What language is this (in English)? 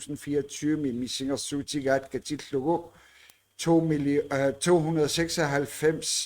Kalaallisut